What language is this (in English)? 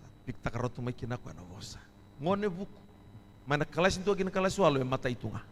Fijian